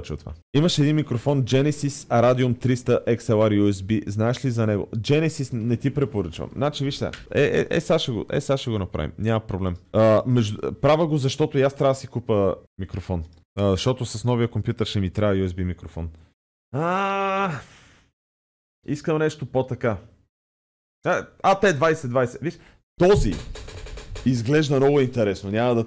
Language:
Bulgarian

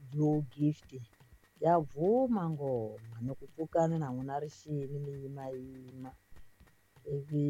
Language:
Tsonga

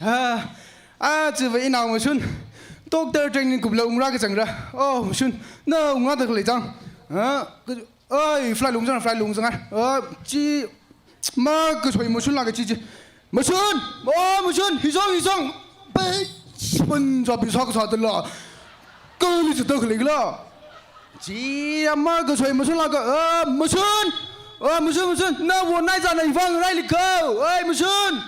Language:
Tangkhul Naga (India)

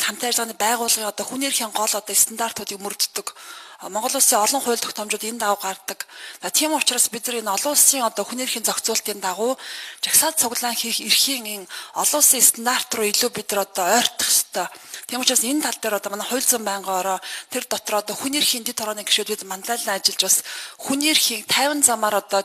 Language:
Mongolian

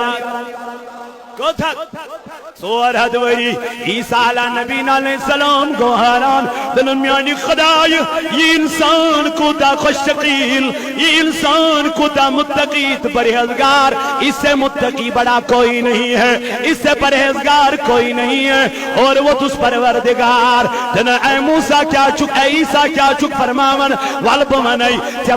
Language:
Kashmiri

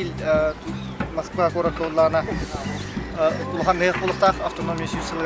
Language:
Yakut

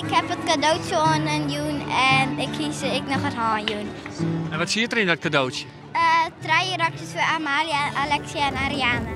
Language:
Western Frisian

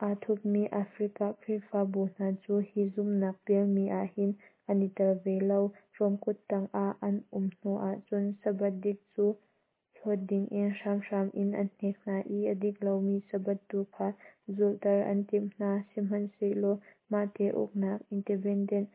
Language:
Hakha Chin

